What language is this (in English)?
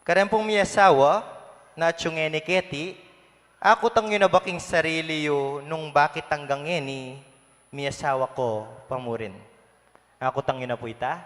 Pampanga